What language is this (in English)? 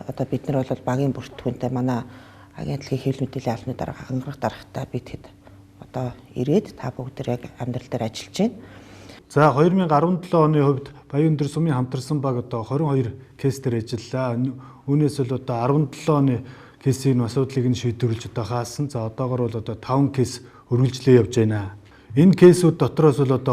Mongolian